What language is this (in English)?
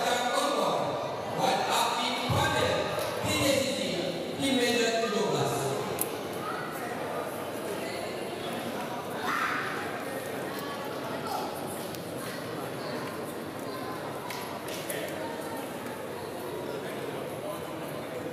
Malay